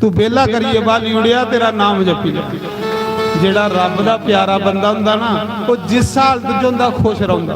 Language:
Dogri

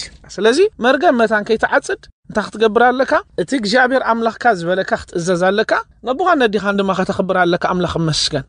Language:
Tigrinya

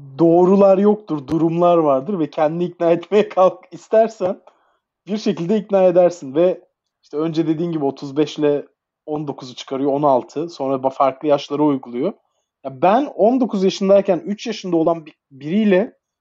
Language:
Turkish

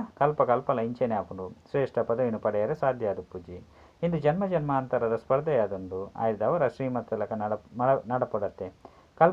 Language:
Tulu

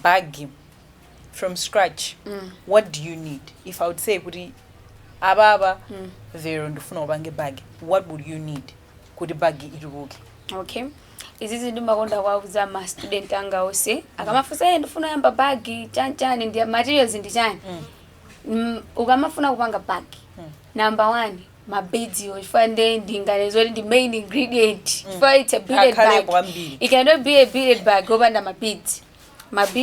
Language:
Nyanja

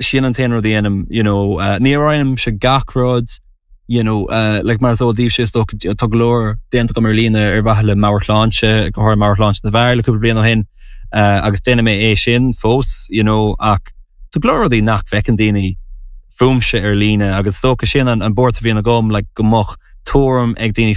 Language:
Irish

